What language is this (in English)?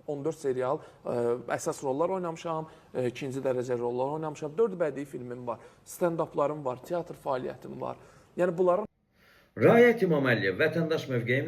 Azerbaijani